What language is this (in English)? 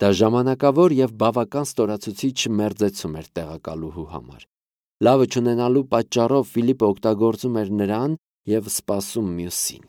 Armenian